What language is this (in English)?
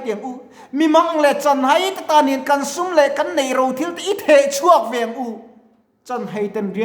Mizo